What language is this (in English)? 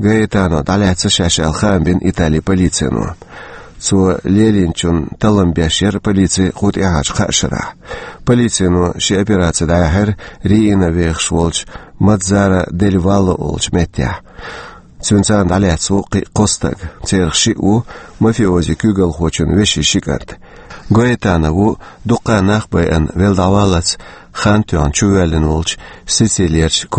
Chechen